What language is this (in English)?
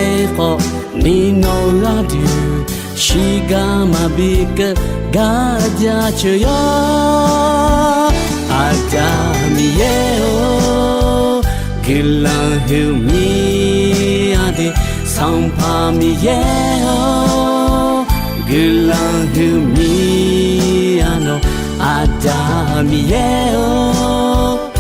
Akha